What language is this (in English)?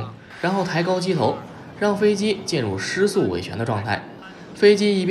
Chinese